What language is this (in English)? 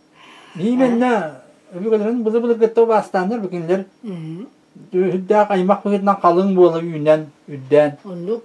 Yakut